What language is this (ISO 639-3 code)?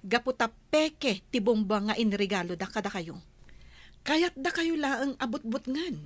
ilo